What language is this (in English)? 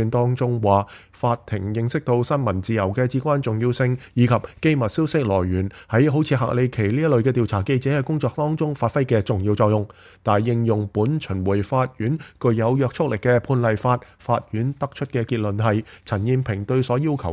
Cantonese